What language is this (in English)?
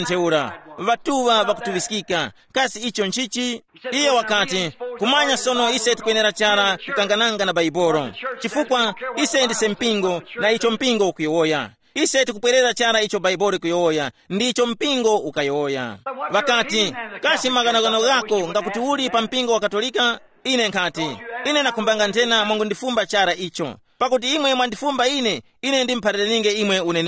Tumbuka